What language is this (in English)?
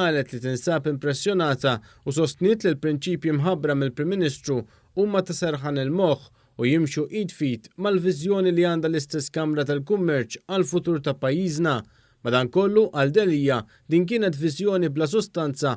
Maltese